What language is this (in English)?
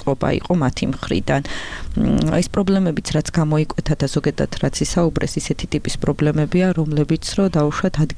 Georgian